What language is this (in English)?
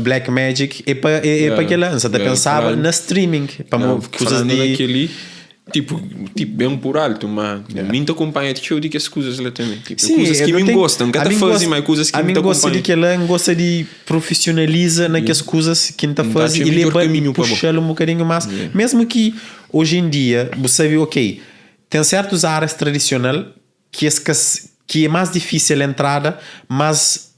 Kabuverdianu